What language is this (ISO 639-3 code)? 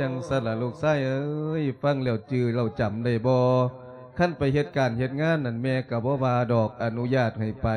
lao